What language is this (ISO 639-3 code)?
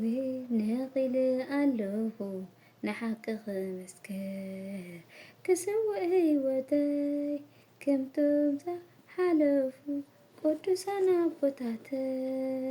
tir